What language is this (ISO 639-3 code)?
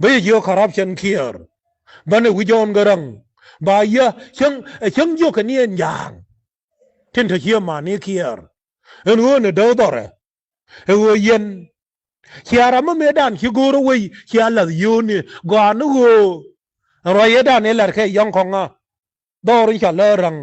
nus